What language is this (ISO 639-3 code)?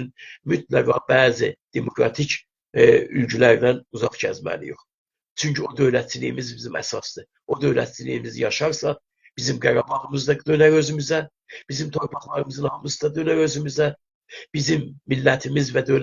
azb